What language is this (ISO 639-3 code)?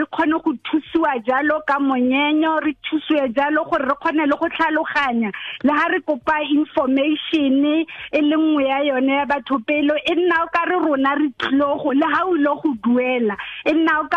tsn